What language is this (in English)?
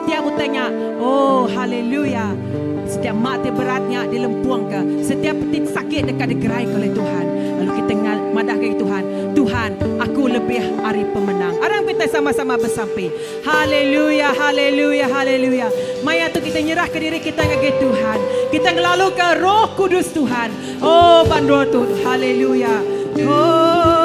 Iban